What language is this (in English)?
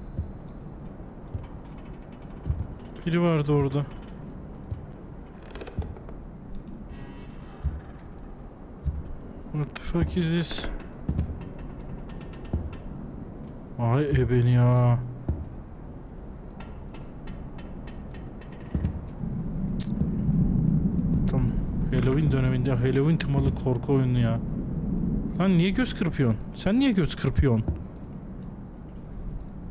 Turkish